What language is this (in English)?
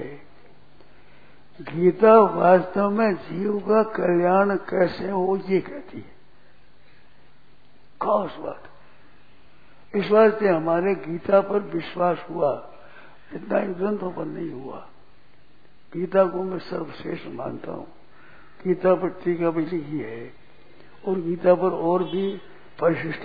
Hindi